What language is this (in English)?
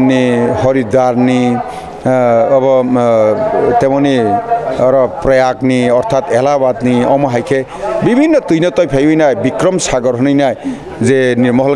Kok Borok